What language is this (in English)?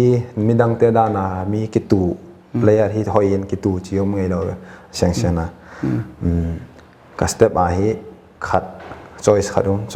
Paite Chin